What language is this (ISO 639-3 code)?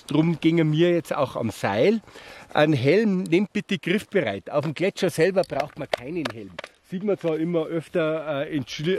deu